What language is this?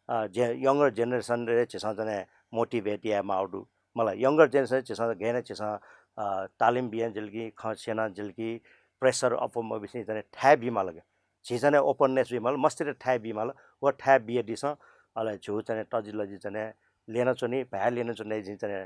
Newari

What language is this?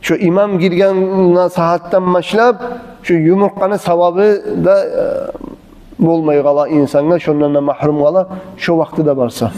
Kumyk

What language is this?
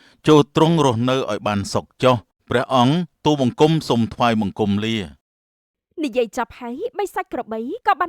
Khmer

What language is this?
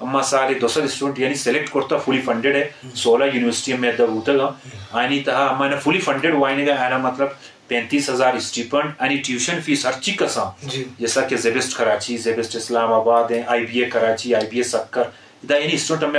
Eastern Balochi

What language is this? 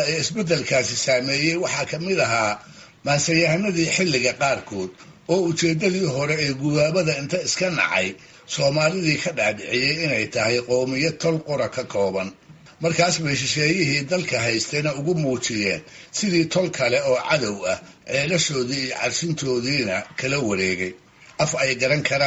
Somali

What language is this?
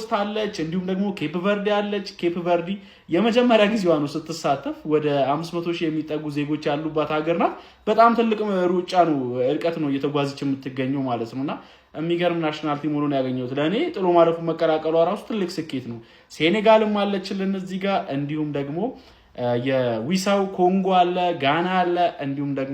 Amharic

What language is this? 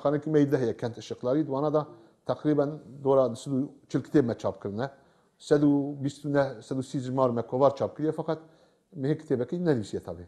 Kurdish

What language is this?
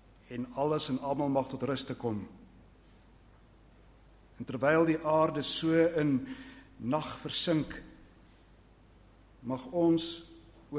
Afrikaans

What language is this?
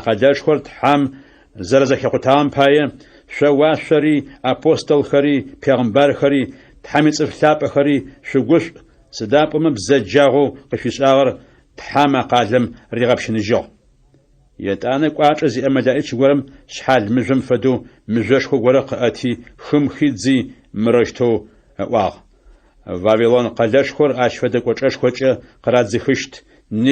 Adyghe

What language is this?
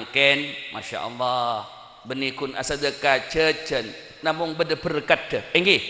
Madurese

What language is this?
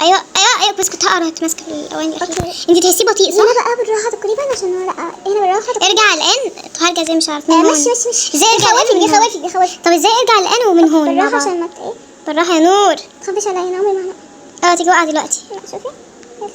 Egyptian Arabic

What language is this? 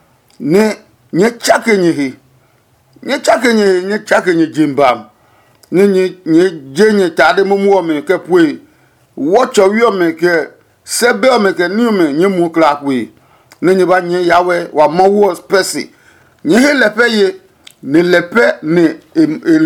Adangme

